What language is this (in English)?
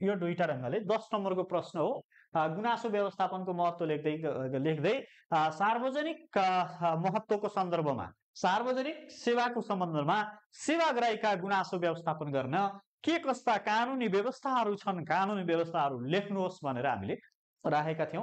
Nepali